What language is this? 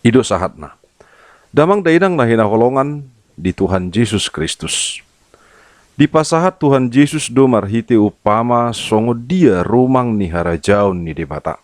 Batak Toba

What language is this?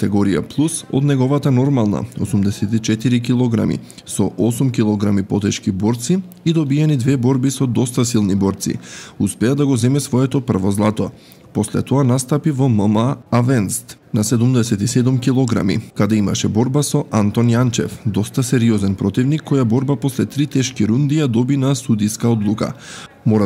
Macedonian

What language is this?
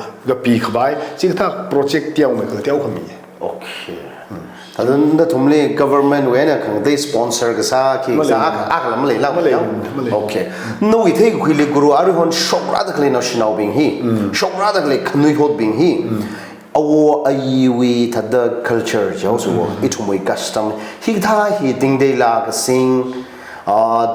Tangkhul Naga (India)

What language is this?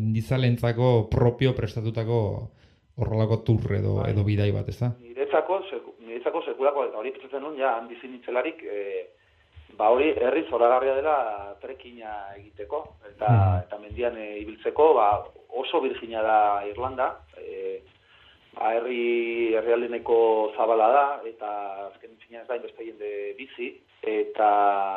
Basque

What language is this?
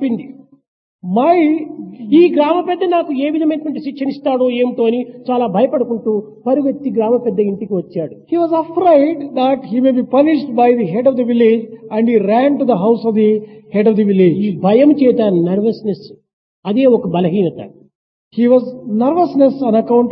Telugu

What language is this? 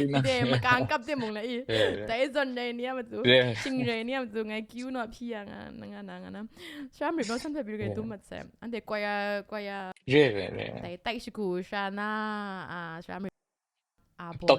Kachin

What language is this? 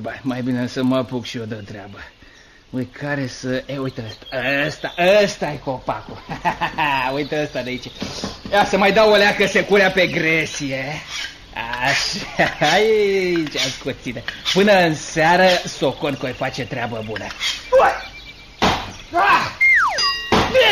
Romanian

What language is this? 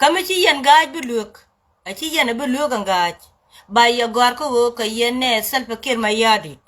Nuer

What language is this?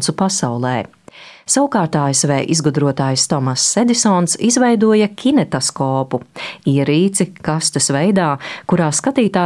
Latvian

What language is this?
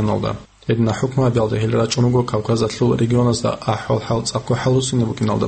Avaric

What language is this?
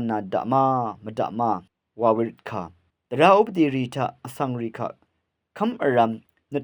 Rawang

